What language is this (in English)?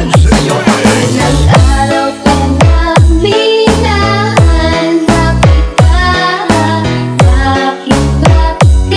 Filipino